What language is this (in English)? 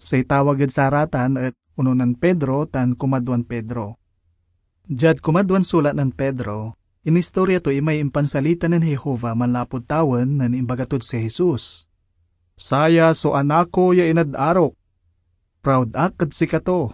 Pangasinan